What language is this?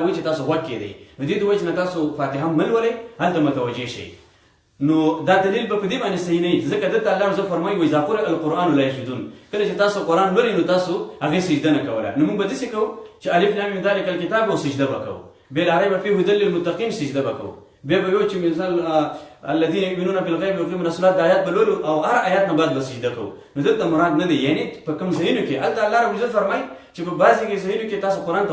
Pashto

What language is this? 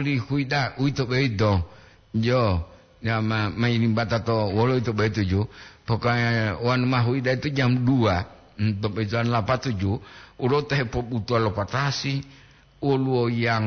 Gorontalo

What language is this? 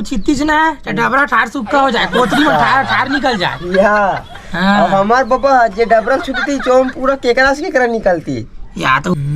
Chhattisgarhi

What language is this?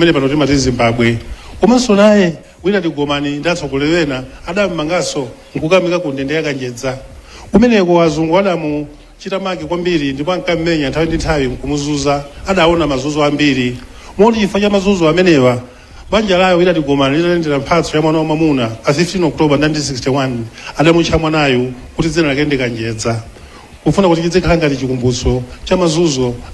Nyanja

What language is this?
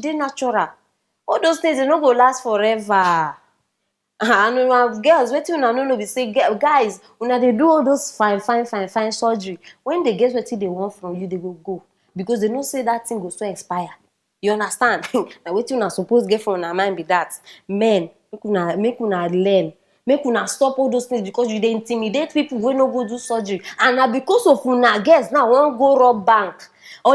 Nigerian Pidgin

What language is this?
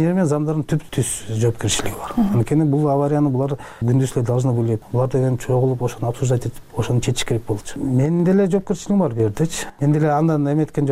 Kyrgyz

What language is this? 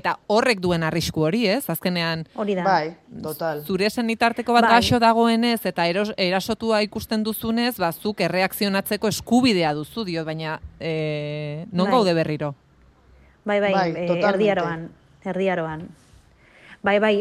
Basque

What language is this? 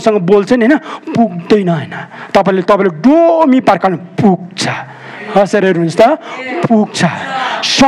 Nepali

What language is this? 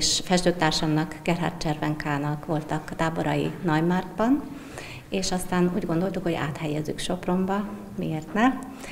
Hungarian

